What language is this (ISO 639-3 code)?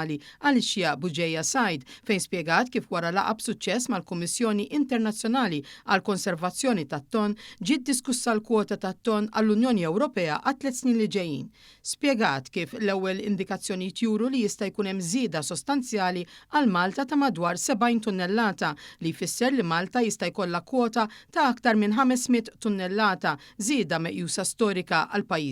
mlt